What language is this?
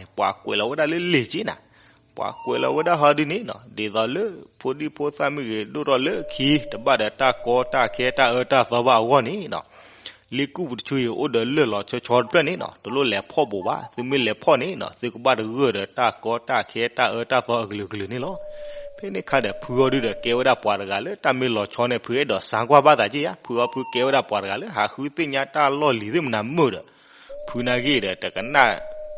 S'gaw Karen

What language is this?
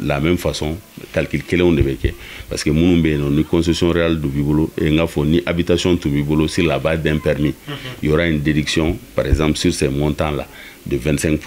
Bambara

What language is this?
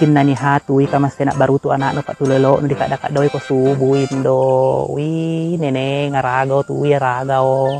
Buginese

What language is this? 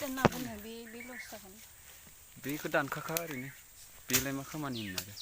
Bodo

